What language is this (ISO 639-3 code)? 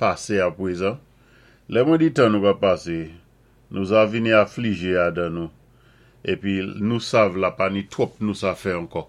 acf